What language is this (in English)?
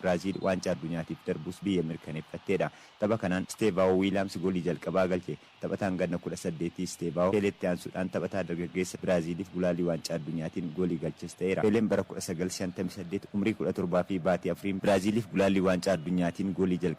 Oromo